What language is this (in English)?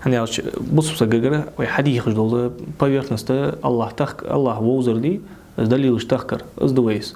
Ingush